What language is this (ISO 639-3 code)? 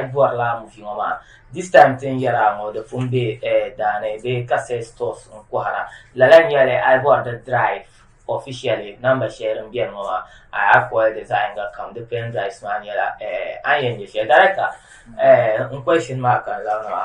dag